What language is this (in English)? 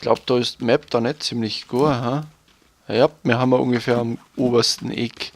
Bavarian